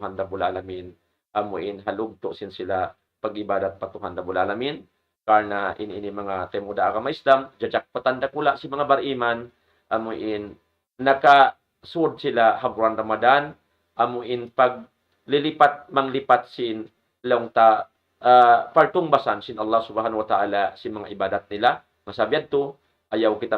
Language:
Tausug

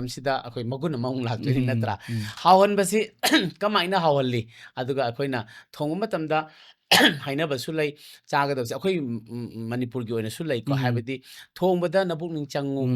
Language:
Manipuri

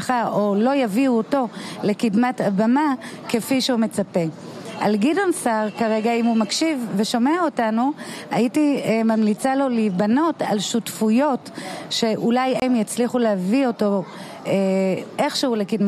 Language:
Hebrew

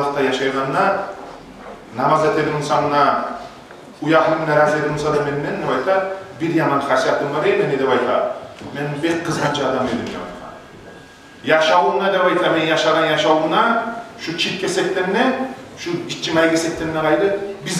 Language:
Kumyk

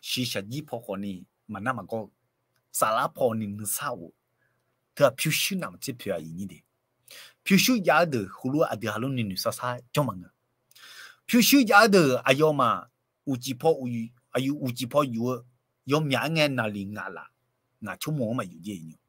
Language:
Akha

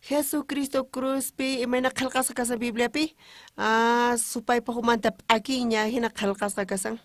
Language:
South Bolivian Quechua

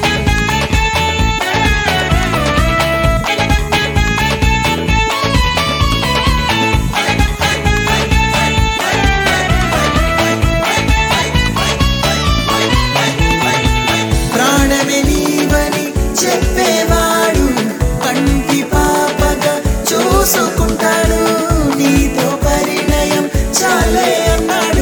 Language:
Telugu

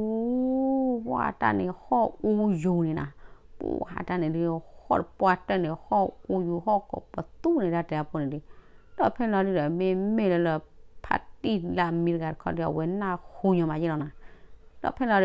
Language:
S'gaw Karen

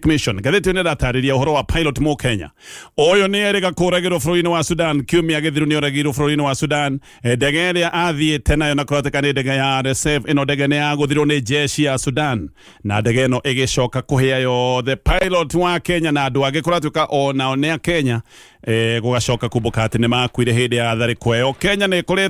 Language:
Kikuyu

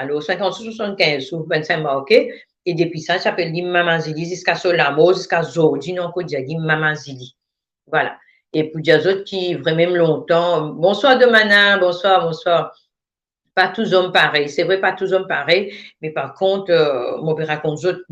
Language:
Morisyen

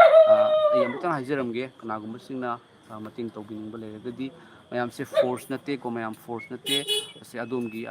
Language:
Manipuri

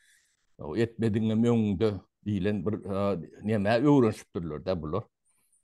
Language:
Turkmen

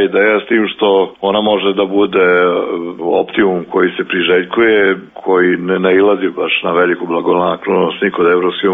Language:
Serbian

